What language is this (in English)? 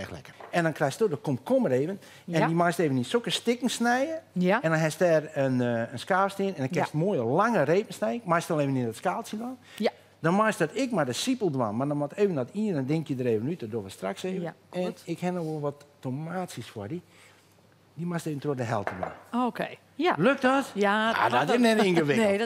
Western Frisian